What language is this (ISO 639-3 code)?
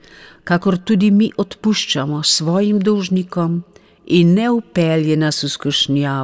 slv